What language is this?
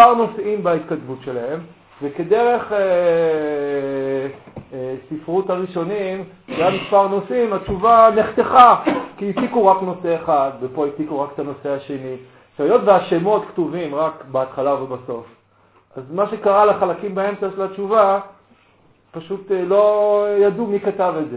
Hebrew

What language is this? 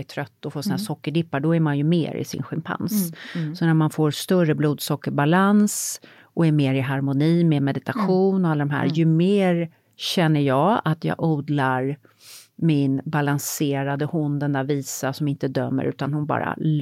Swedish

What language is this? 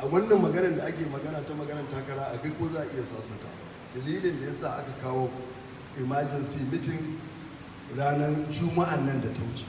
Hausa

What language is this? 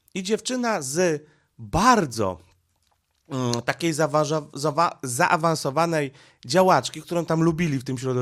Polish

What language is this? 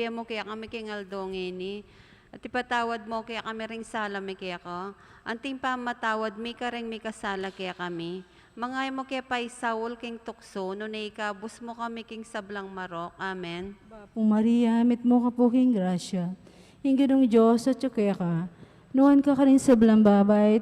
Pampanga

